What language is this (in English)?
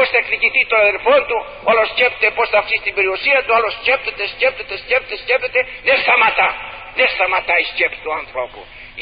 Greek